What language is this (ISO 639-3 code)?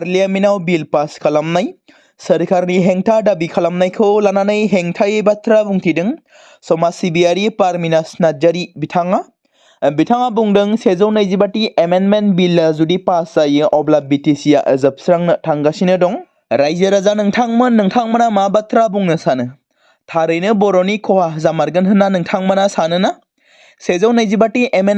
brx